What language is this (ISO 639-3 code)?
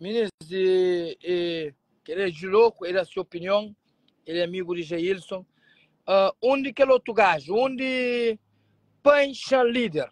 kea